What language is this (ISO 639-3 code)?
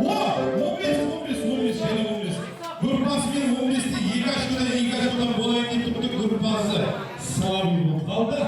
kaa